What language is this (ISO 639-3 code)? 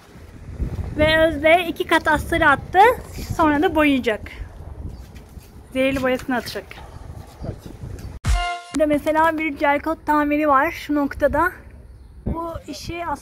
tur